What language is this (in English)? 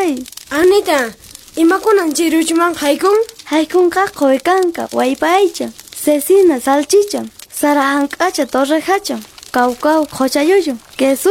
Quechua